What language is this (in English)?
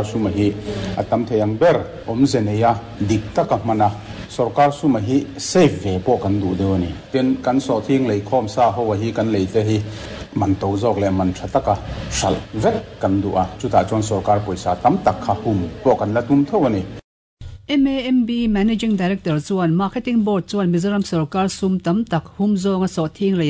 Mizo